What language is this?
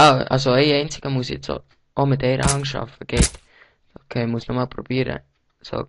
Swiss German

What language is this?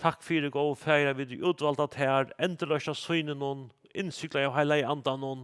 Faroese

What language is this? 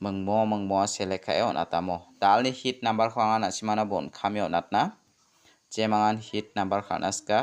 Garo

